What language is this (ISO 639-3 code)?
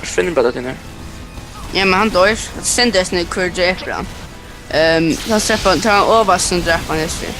fao